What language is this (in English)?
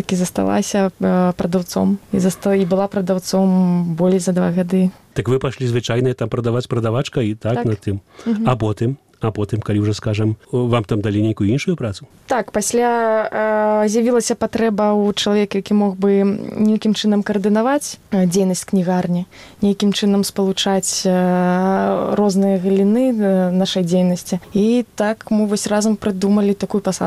Belarusian